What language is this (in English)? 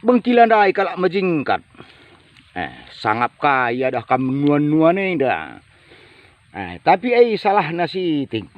Batak Karo